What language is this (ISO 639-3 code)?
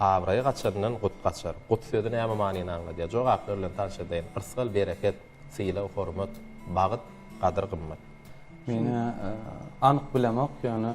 tuk